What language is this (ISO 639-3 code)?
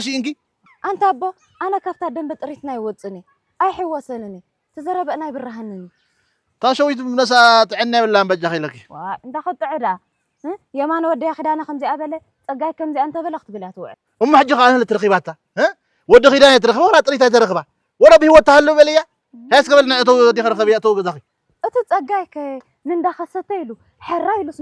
tir